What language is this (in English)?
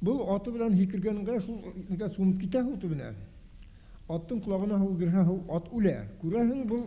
Bashkir